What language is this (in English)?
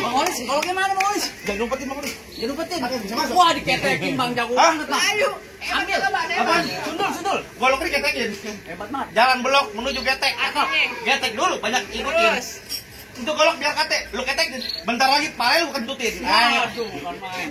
Betawi